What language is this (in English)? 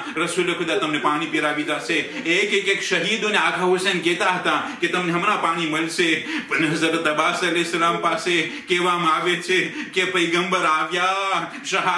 Gujarati